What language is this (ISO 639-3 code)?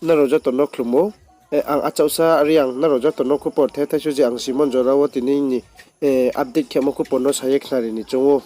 ria